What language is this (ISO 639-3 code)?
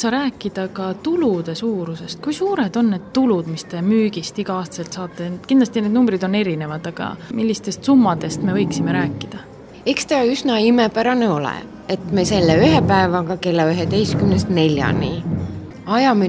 est